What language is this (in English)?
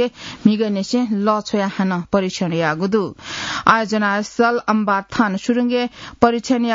Newari